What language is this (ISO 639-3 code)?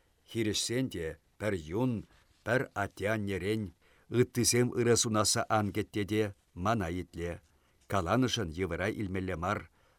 chv